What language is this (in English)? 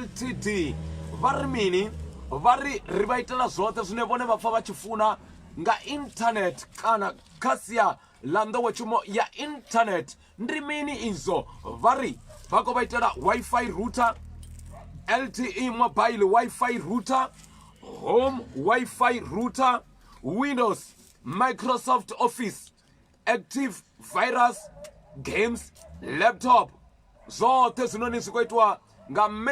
Venda